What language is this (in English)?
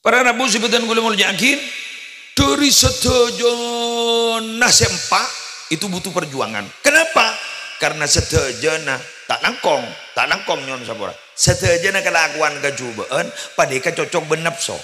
Madurese